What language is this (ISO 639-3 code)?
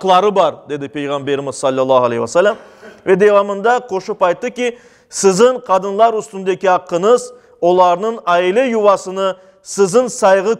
crh